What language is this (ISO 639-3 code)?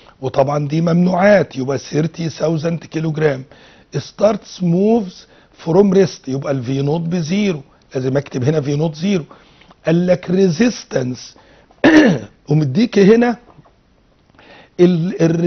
arz